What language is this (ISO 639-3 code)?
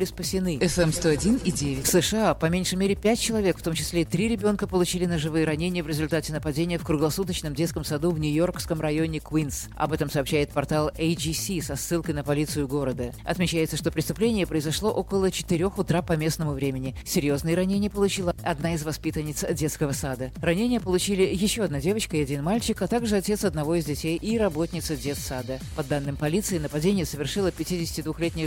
rus